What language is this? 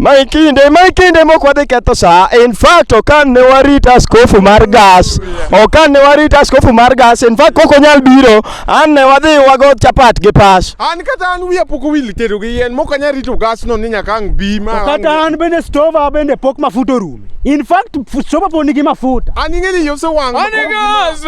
Luo (Kenya and Tanzania)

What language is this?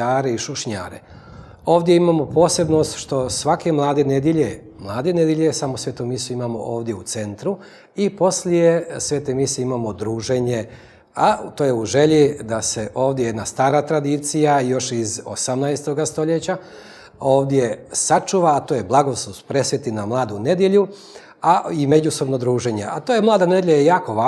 Bosnian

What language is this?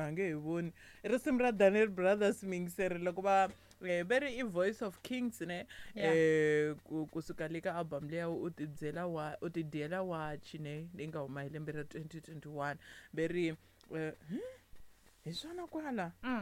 Tsonga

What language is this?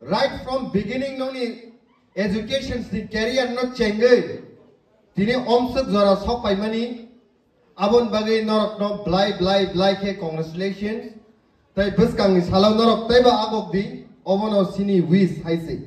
Kok Borok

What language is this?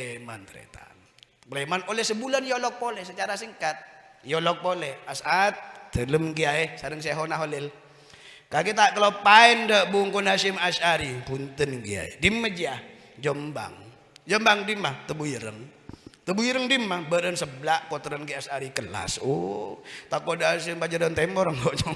Madurese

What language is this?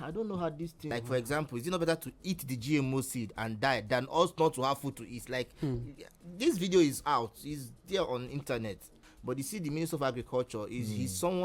Nigerian Pidgin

